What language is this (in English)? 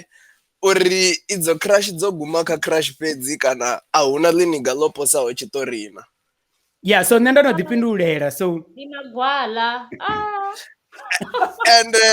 Venda